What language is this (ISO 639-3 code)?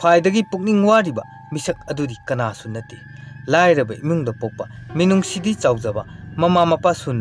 mni